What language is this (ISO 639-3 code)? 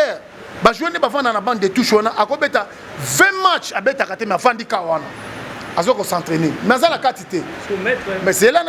lin